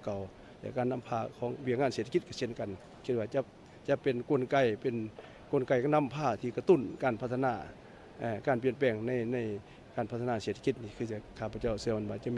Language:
Lao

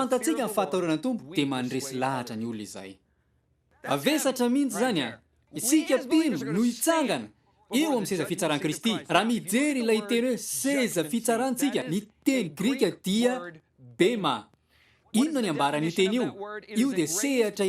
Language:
Malagasy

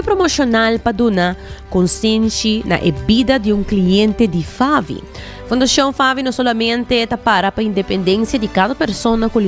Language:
Papiamento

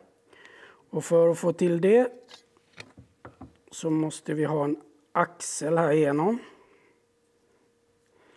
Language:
Swedish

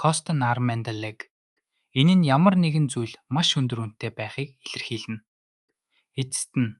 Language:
Mongolian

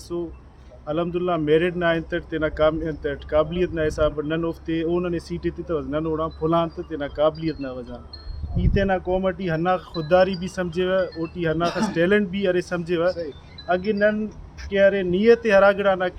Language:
Brahui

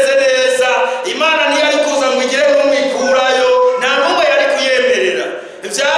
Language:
Rundi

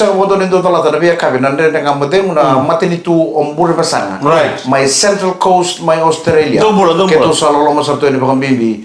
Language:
Fijian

